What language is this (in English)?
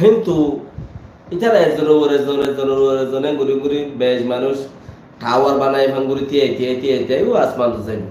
Rohingya